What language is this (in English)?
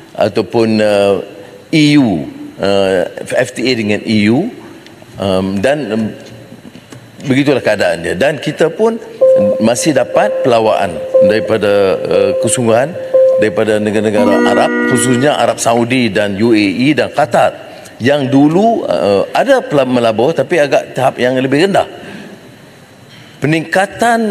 Malay